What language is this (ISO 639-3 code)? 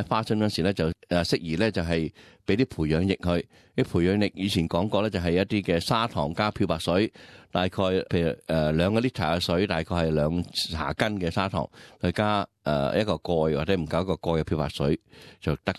yue